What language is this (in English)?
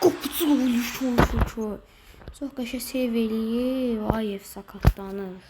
Azerbaijani